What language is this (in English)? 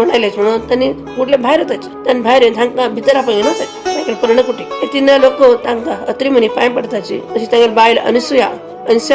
Konkani